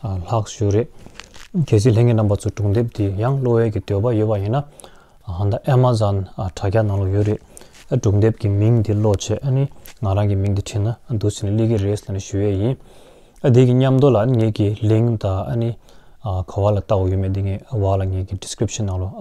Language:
Tibetan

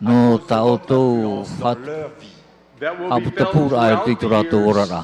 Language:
Tahitian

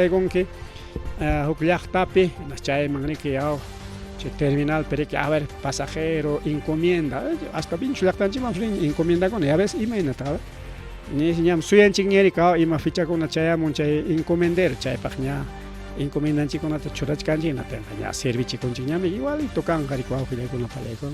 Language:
Ayacucho Quechua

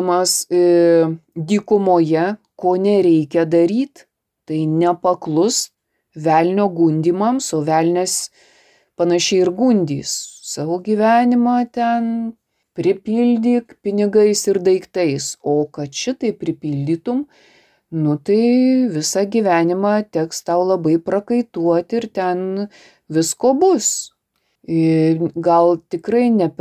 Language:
Lithuanian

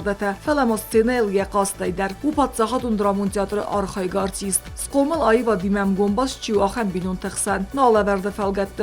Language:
Ossetic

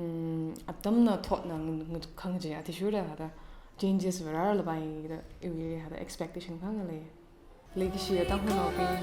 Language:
Tangkhul Naga (India)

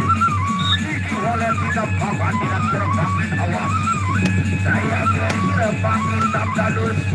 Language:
Sasak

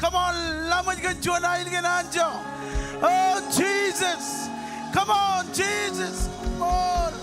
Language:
Marshallese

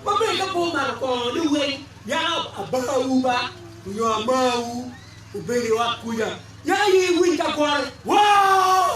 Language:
Acoli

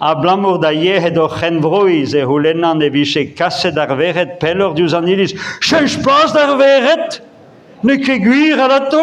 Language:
Breton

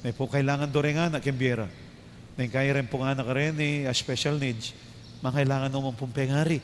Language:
Pampanga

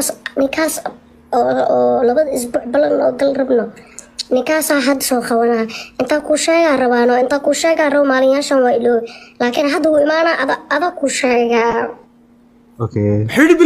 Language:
Somali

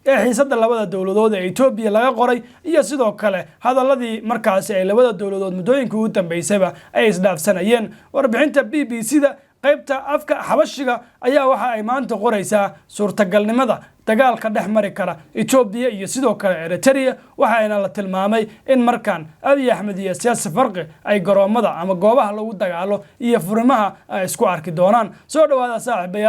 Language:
Somali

